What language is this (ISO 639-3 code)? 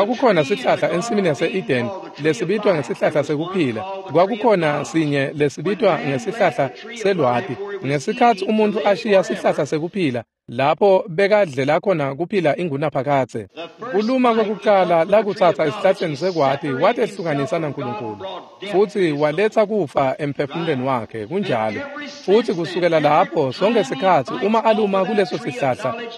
ssw